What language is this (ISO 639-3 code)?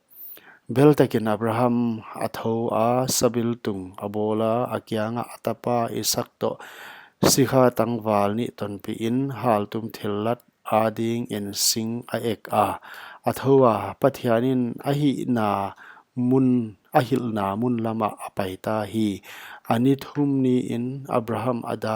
pck